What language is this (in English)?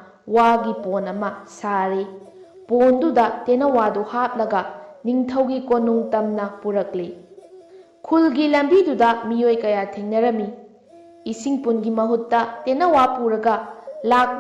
Manipuri